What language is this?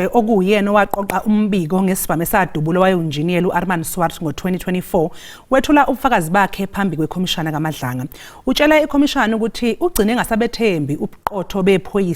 Zulu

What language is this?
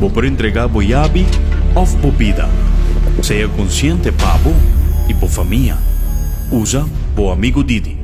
Papiamento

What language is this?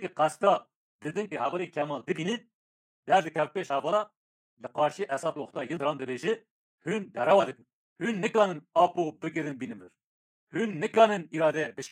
Kurdish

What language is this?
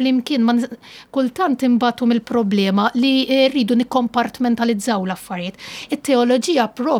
Maltese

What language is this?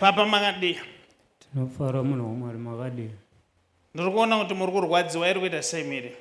Shona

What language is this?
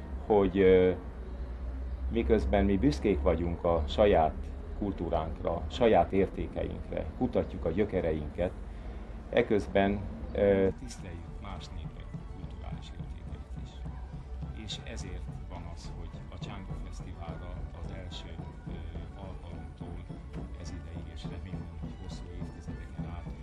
Hungarian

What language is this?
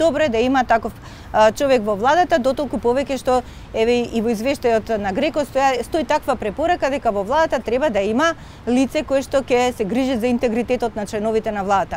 Macedonian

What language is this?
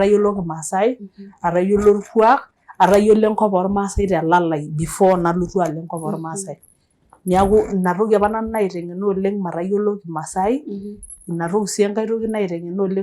Masai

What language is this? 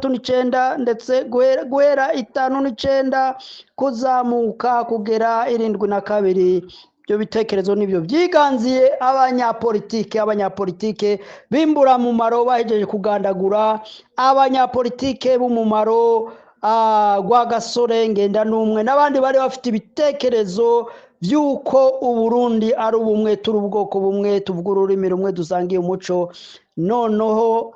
Rundi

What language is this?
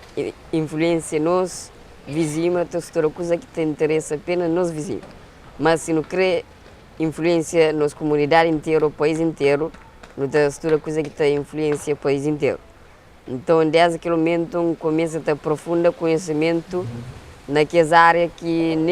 Kabuverdianu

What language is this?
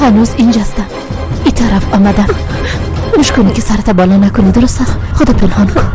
Persian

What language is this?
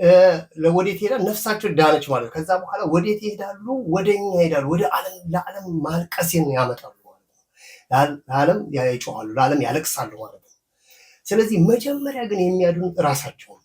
Amharic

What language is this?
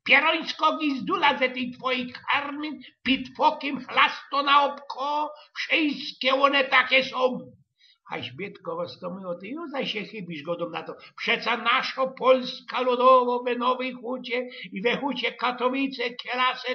Silesian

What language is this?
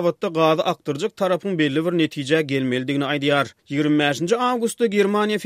Turkmen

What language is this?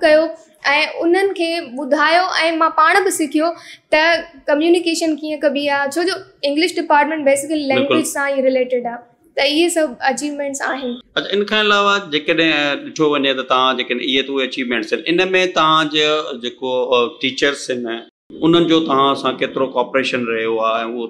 Sindhi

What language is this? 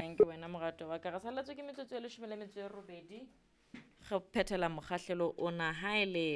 Southern Sotho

